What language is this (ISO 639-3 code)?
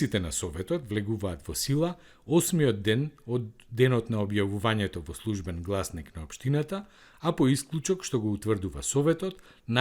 mkd